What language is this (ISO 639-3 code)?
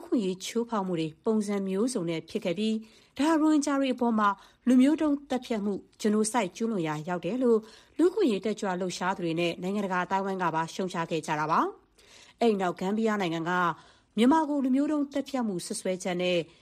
mya